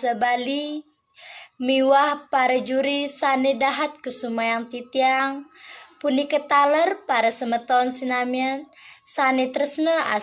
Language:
Balinese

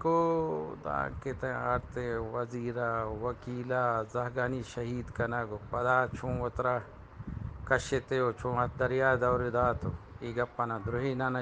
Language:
Eastern Balochi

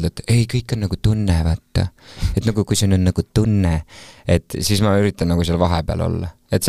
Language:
Estonian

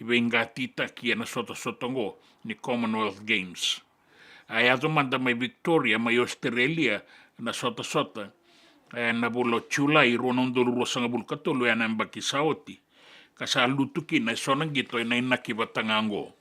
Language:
Fijian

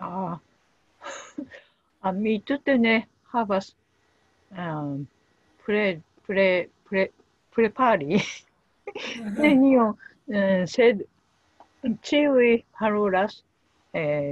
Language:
Esperanto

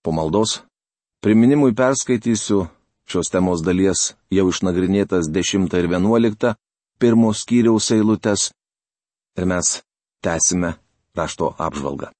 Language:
Lithuanian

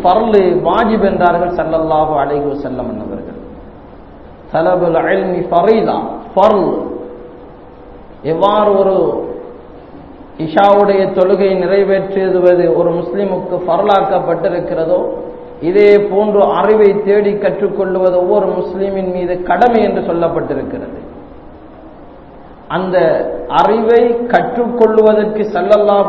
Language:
Tamil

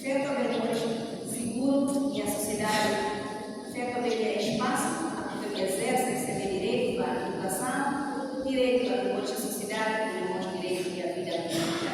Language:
Tetum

